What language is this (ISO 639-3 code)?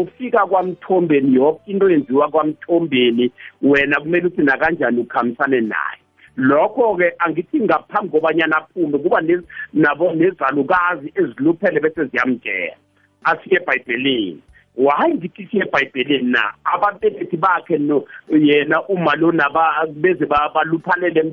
nbl